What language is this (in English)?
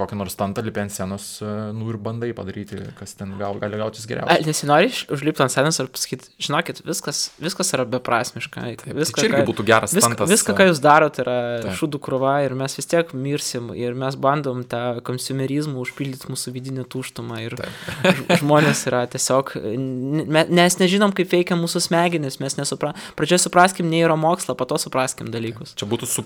Lithuanian